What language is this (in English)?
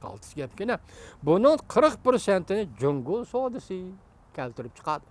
Uyghur